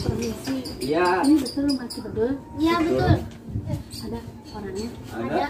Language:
Betawi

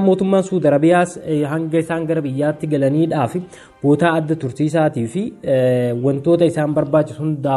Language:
Oromo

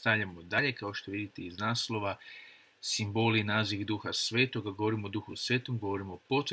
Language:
Croatian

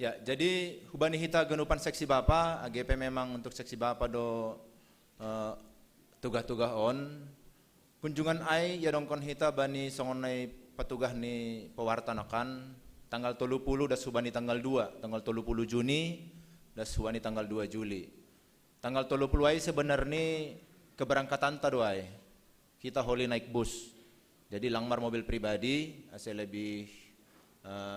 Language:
Batak Simalungun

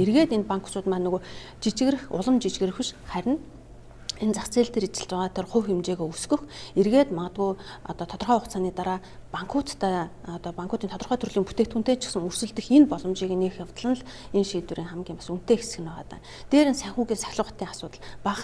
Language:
Mongolian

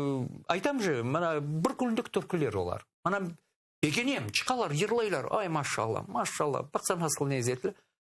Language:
Crimean Tatar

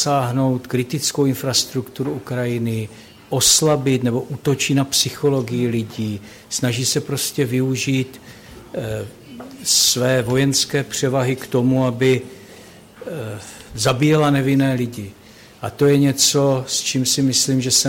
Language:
Czech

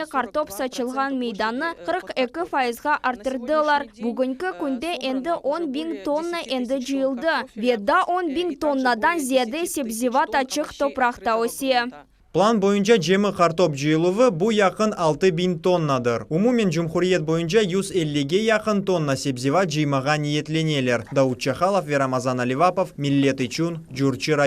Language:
Crimean Tatar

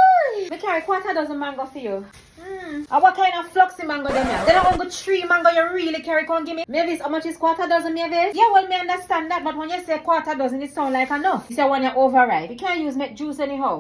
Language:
Jamaican Creole English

